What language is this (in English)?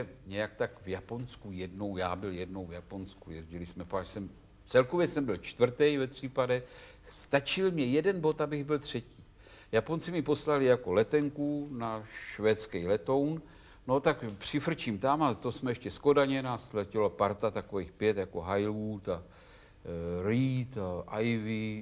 Czech